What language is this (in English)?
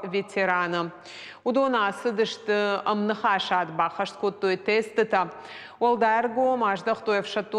Ossetic